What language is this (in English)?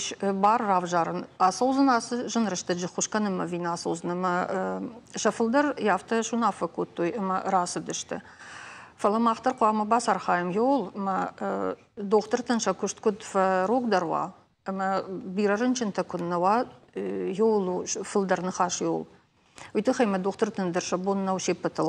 Ossetic